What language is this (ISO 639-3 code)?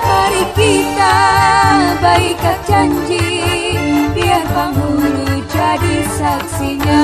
bjn